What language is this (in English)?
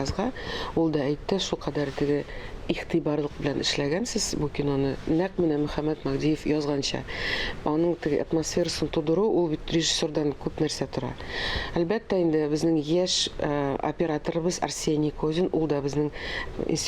Tatar